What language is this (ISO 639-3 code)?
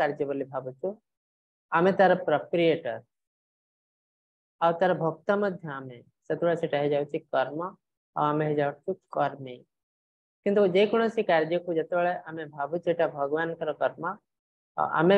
ori